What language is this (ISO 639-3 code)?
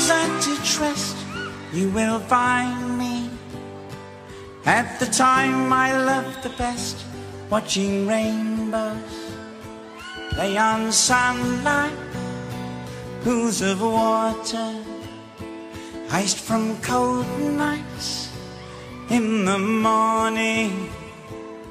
eng